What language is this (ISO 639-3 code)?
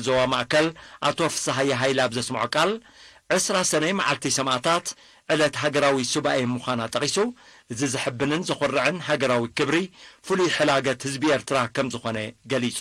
tir